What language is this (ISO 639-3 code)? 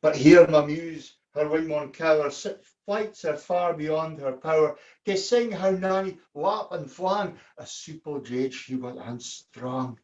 sco